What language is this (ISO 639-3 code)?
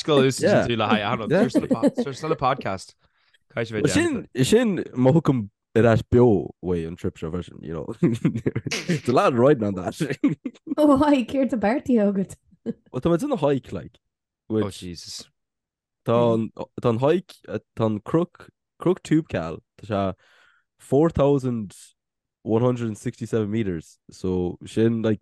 gle